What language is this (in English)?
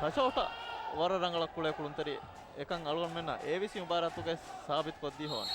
Divehi